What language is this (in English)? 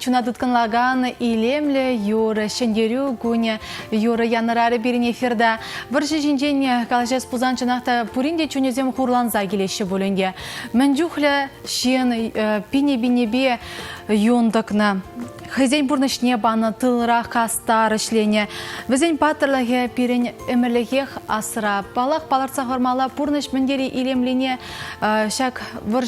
Chuvash